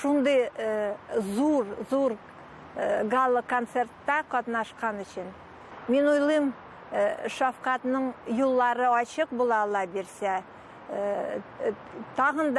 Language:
Tatar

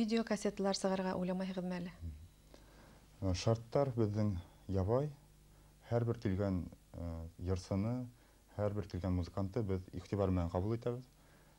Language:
Bashkir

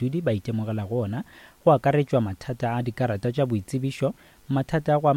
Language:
Northern Sotho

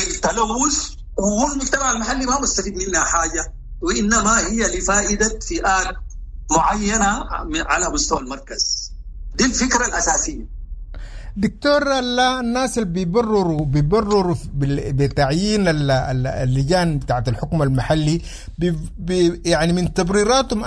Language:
Sudanese Arabic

